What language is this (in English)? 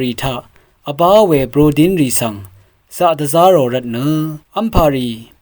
Rawang